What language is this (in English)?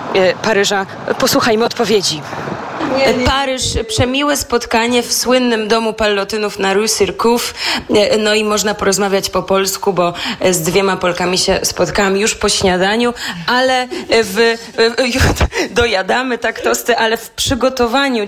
Polish